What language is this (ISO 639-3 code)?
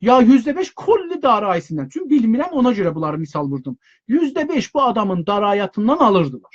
azb